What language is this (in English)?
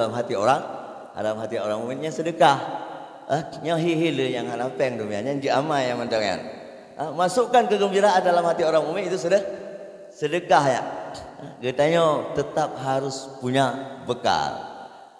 Achinese